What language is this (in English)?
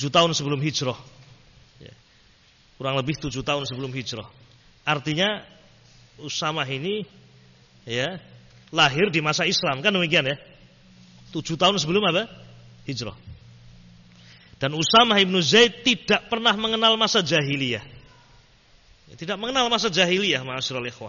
Indonesian